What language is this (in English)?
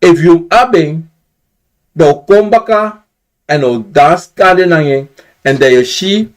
Sranan Tongo